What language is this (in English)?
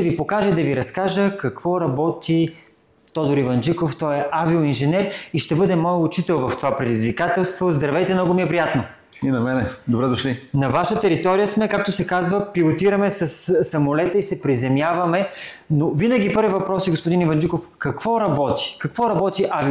Bulgarian